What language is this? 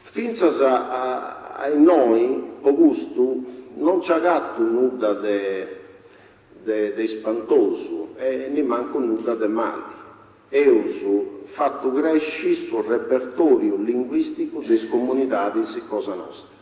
Sardinian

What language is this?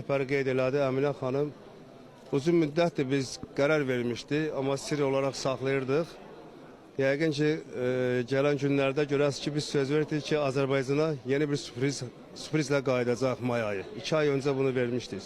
Azerbaijani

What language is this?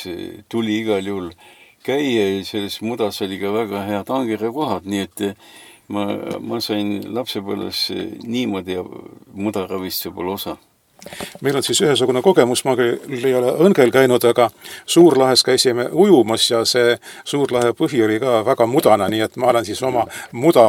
Estonian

